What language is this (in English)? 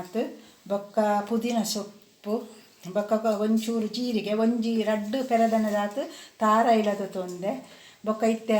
Tulu